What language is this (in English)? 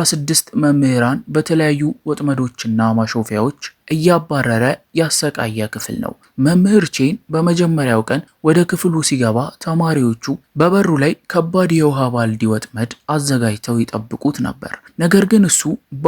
Amharic